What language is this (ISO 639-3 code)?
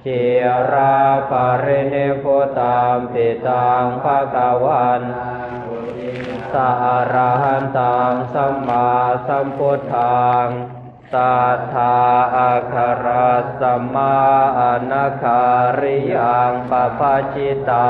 pli